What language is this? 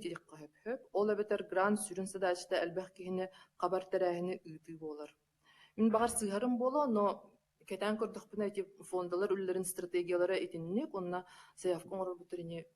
Yakut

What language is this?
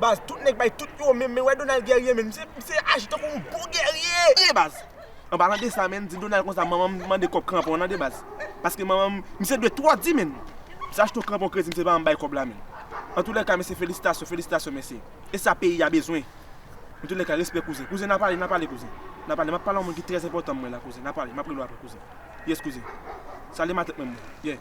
Haitian Creole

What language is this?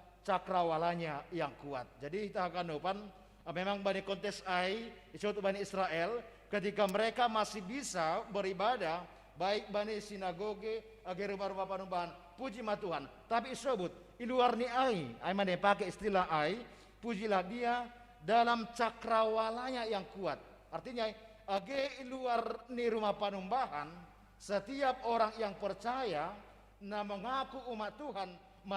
Batak Simalungun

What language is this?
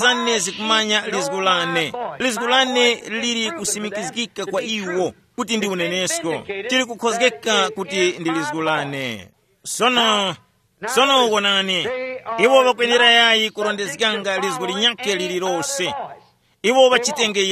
Tumbuka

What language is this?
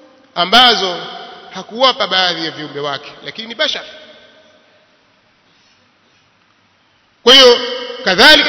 Swahili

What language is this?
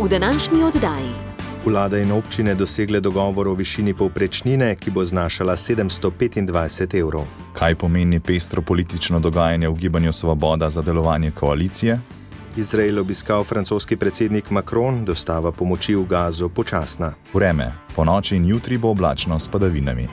Slovenian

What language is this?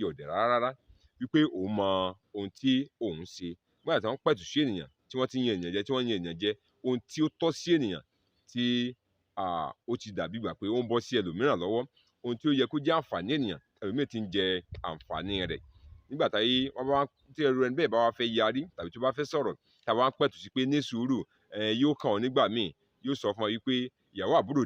Yoruba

